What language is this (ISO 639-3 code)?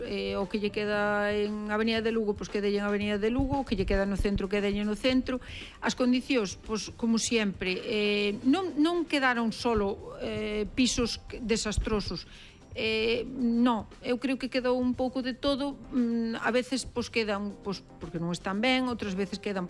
glg